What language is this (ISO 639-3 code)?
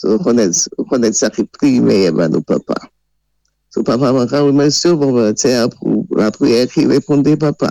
acf